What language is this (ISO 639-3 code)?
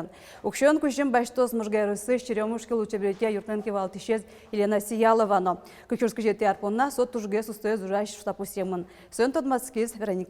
udm